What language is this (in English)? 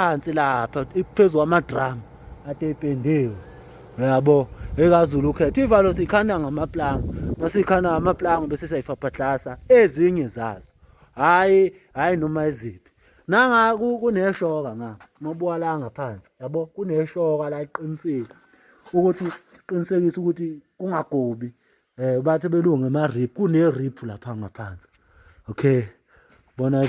Zulu